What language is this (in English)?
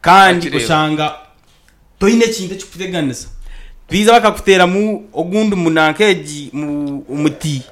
Nyankole